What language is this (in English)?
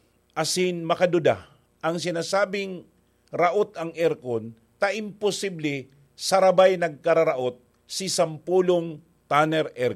Bikol